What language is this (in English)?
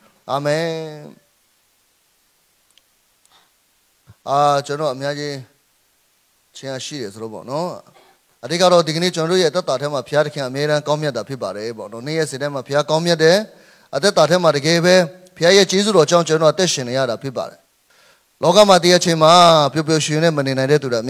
Burmese